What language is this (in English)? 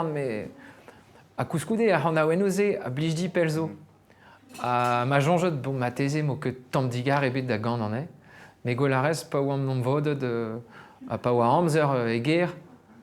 Breton